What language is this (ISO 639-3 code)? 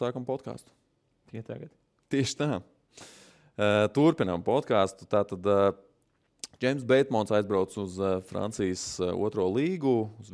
lav